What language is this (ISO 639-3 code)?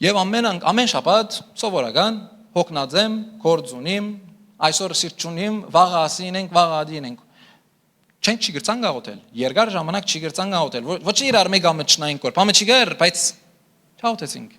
hyw